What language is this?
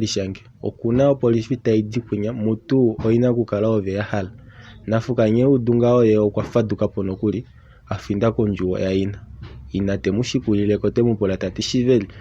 Kuanyama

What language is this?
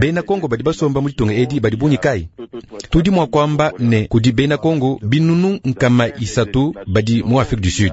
Luba-Lulua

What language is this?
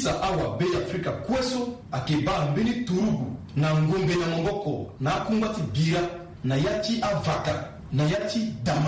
Sango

